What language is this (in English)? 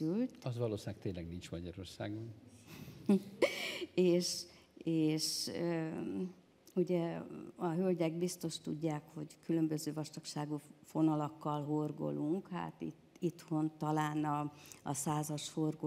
Hungarian